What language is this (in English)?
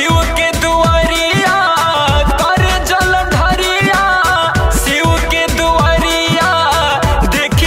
Bhojpuri